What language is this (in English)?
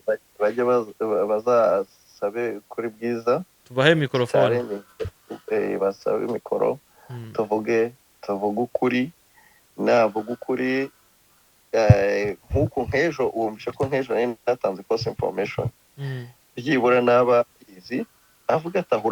Kinyarwanda